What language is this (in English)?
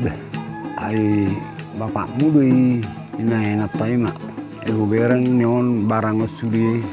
Batak Toba